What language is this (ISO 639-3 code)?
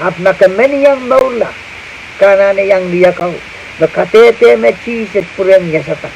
pon